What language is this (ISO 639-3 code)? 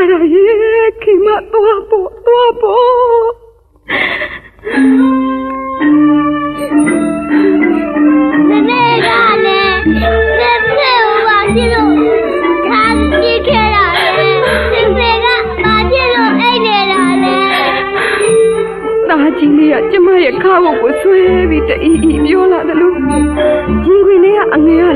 mya